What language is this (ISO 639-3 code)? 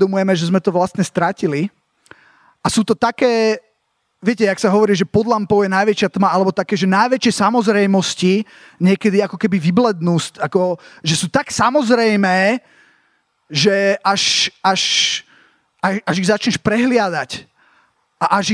slk